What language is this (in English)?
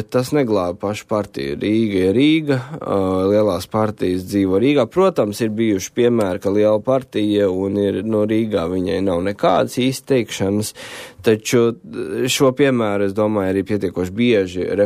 Latvian